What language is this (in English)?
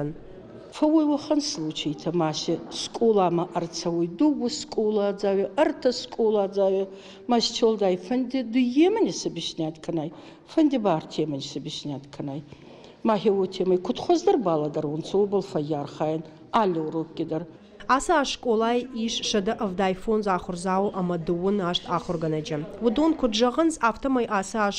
Ossetic